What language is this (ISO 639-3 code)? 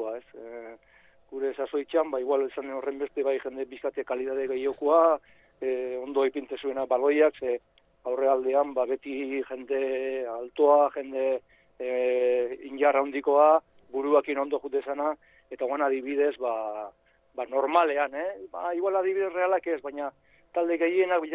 eus